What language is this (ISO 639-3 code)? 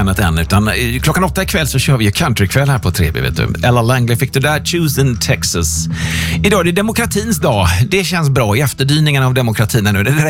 swe